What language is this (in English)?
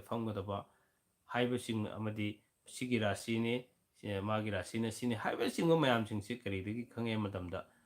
Manipuri